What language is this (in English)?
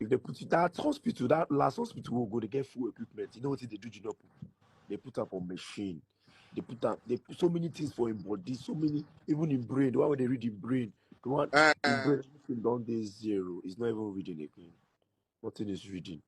Nigerian Pidgin